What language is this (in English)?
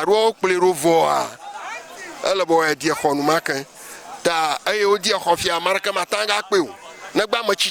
Ewe